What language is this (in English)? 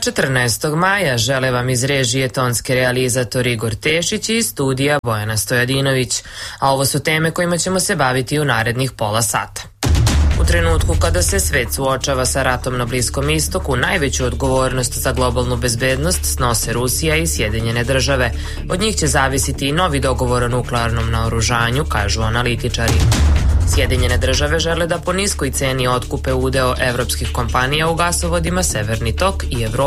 Serbian